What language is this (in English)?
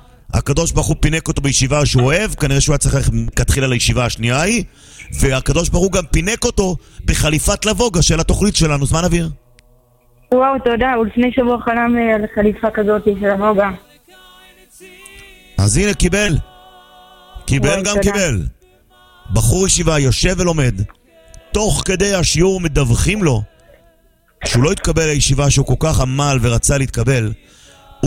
Hebrew